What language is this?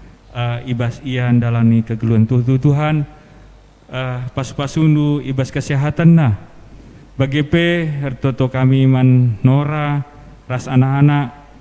Batak Karo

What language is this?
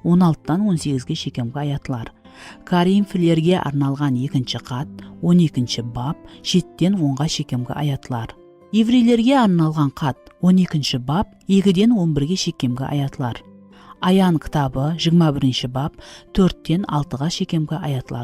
Kara-Kalpak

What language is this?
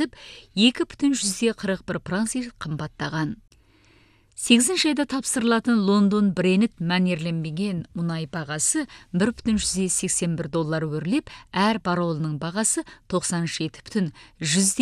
Kazakh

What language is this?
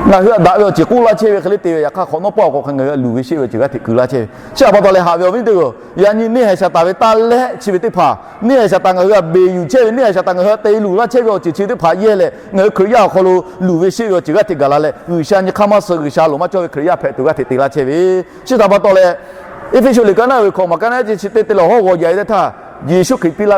Lahu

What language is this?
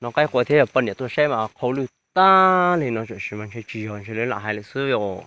Hmong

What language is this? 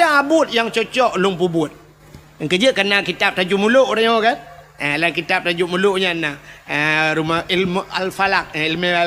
Achinese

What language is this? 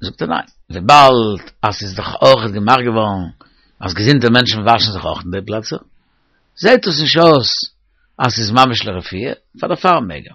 Yiddish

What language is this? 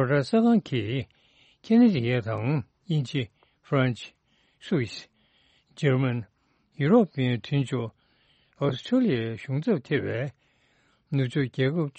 Tibetan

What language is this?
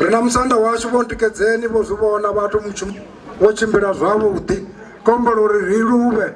Venda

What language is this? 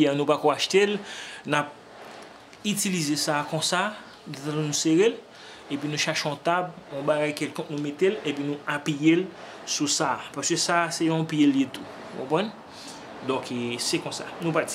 Haitian Creole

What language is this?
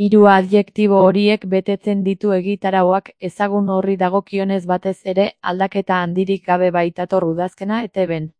Basque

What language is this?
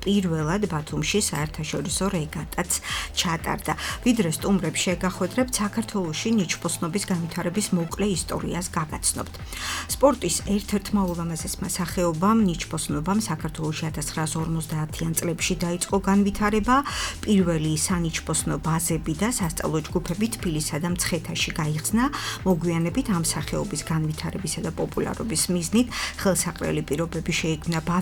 Georgian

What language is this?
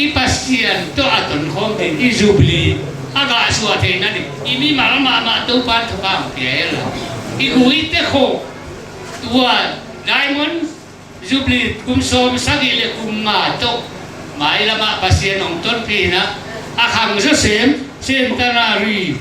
Tedim Chin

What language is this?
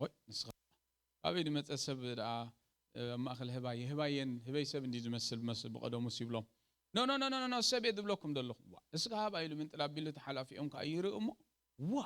Tigrinya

